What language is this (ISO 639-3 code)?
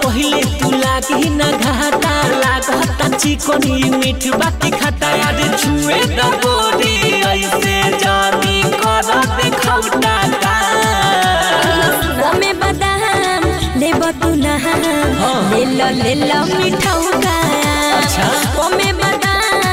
bho